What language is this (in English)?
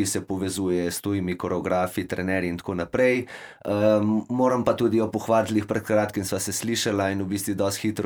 Slovenian